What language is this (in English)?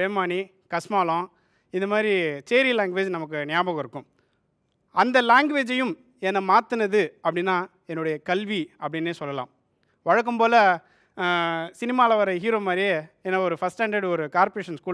Tamil